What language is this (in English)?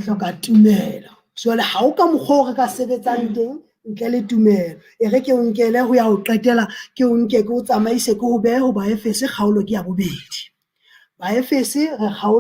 Southern Sotho